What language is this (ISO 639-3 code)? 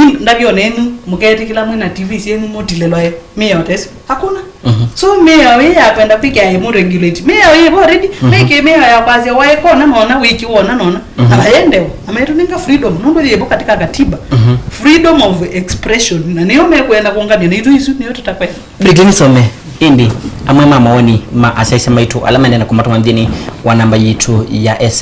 kam